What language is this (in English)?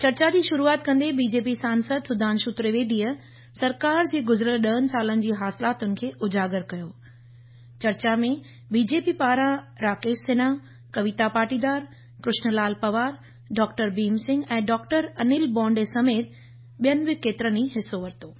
Sindhi